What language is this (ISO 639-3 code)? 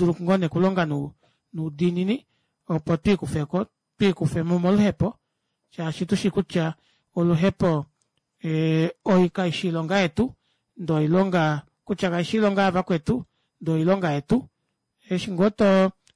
kua